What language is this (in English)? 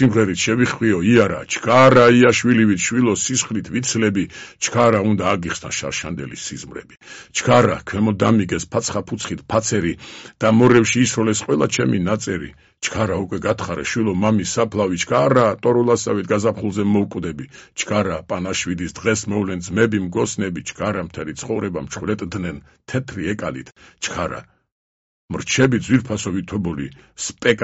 Georgian